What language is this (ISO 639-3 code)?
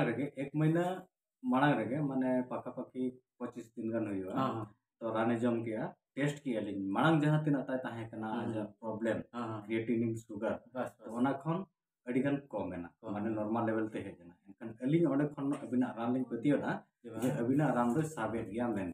sat